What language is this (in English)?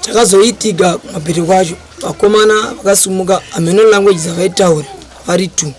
Shona